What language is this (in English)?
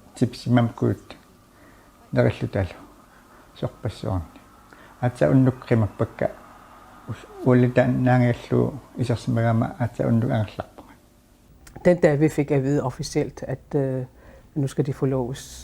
Kalaallisut